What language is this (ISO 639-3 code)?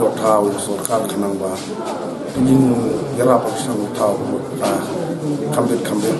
kha